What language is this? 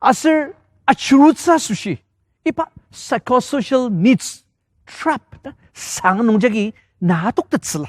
Ao Naga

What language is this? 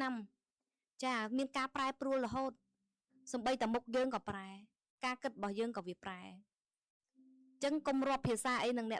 Khmer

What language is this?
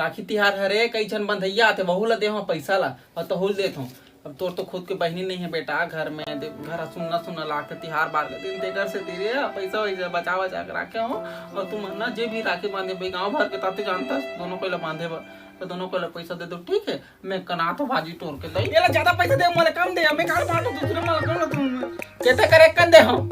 Chhattisgarhi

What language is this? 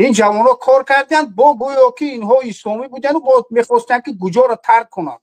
Tajik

